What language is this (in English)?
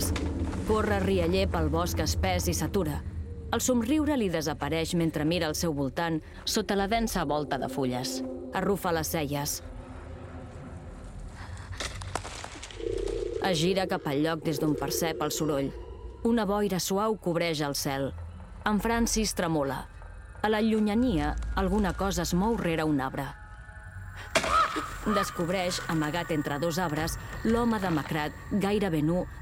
Catalan